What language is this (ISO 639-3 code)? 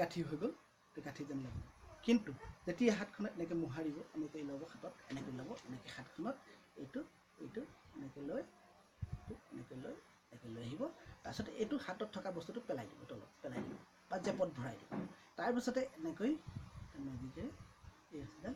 asm